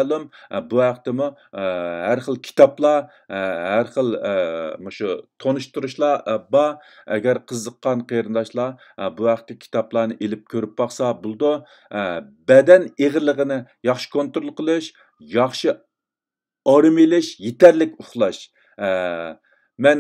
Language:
Uyghur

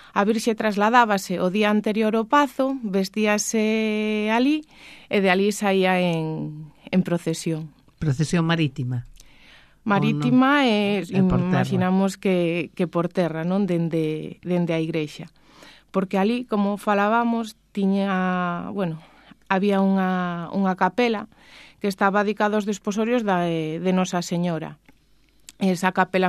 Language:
Galician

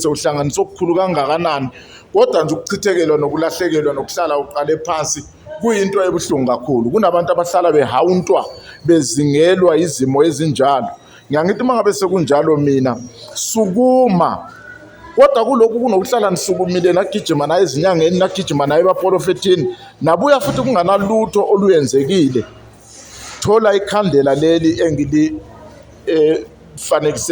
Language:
Zulu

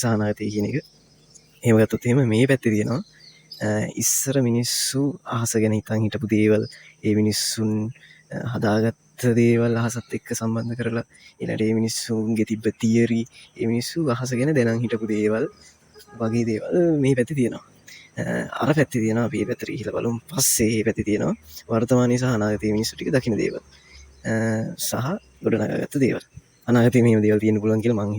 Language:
Sinhala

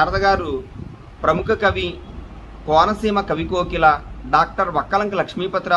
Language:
Telugu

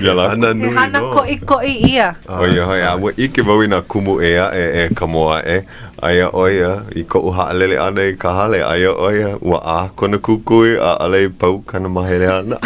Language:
Hawaiian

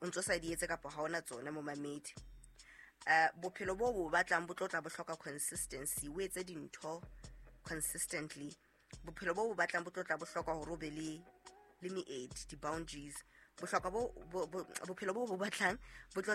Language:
Southern Sotho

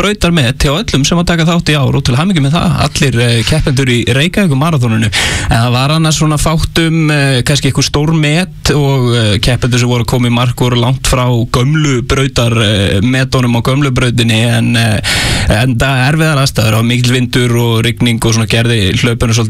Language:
Icelandic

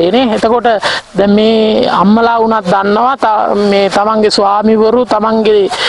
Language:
Sinhala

